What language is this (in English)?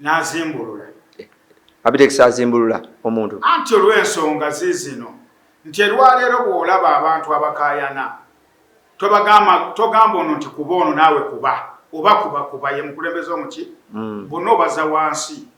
Ganda